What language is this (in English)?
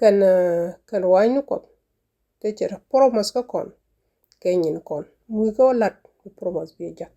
Nuer